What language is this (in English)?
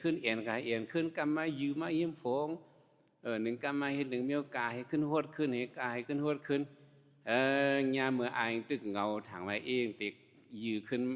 Shan